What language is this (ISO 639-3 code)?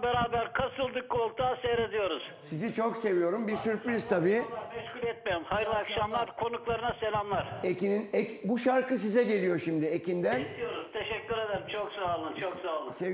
tur